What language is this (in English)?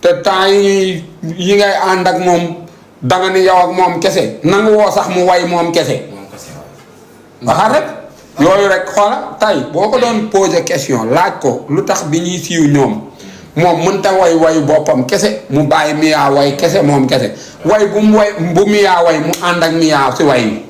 Wolof